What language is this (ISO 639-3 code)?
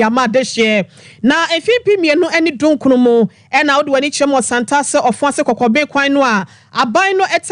aka